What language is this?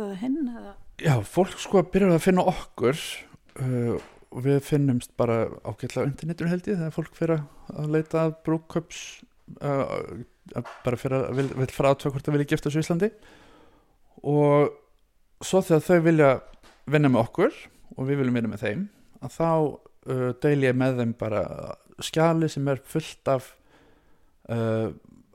Icelandic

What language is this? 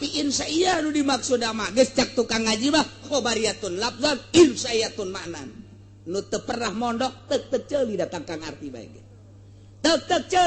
Sundanese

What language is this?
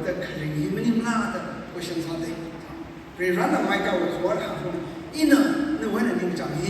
Tangkhul Naga (India)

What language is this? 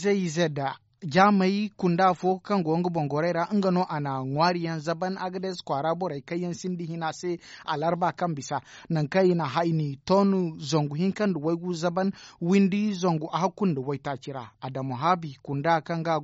Zarma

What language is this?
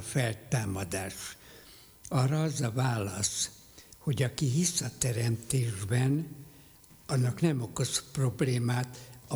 Hungarian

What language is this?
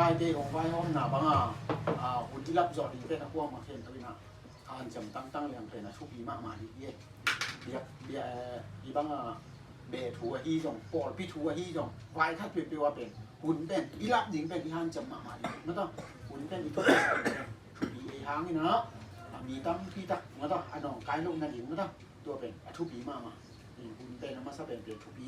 Tedim Chin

